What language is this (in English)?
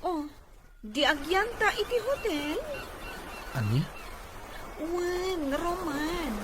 Iloko